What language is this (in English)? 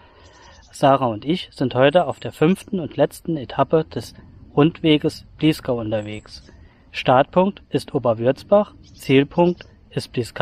German